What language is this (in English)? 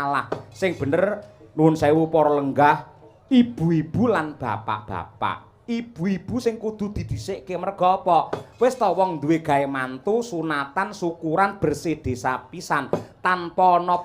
Javanese